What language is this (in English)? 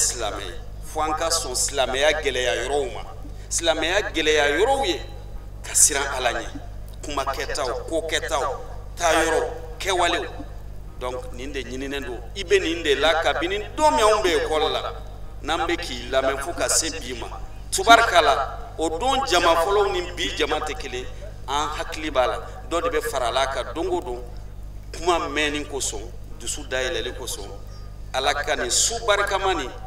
Bambara